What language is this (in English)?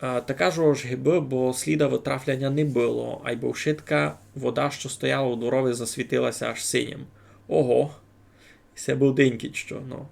Rusyn